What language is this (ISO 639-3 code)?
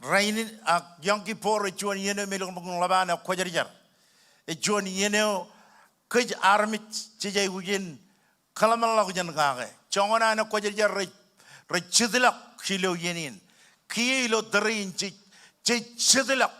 mah